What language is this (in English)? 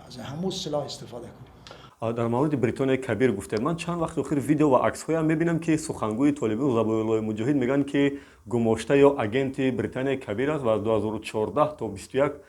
Tajik